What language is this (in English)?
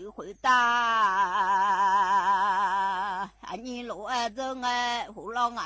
Akha